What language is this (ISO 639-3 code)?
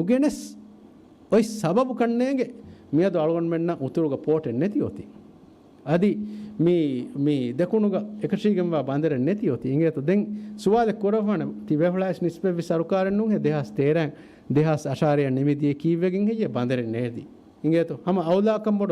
div